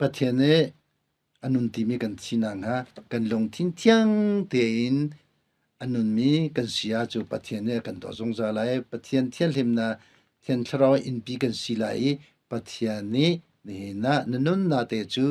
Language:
Hakha Chin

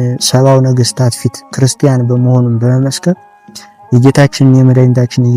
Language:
Amharic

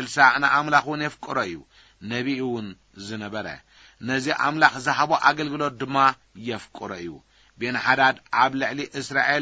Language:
Tigrinya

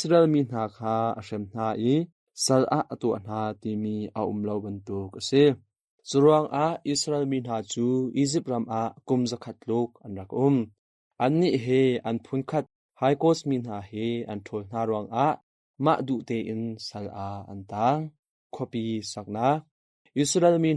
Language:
Hakha Chin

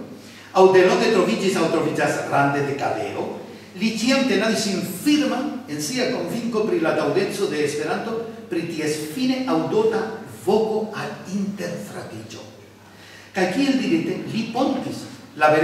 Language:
Esperanto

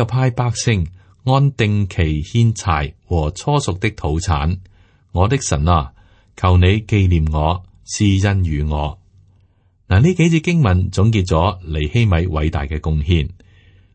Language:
Cantonese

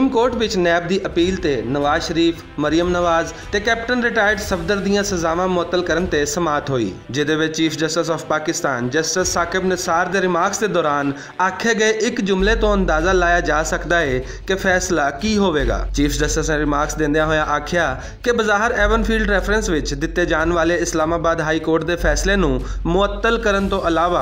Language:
Western Panjabi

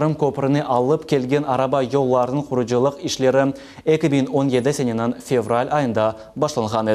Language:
Crimean Tatar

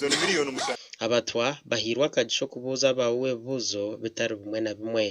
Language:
Nyankole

